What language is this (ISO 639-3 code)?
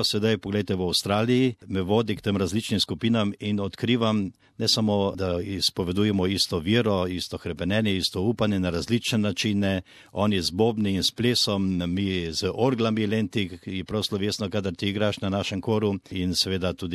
slv